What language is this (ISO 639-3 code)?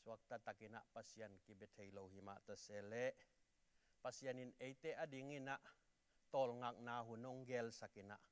ctd